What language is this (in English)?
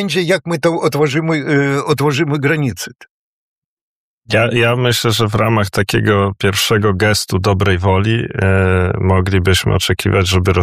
Polish